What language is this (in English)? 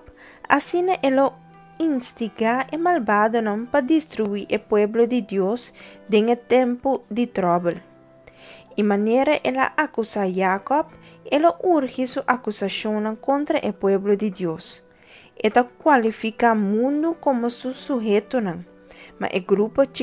Papiamento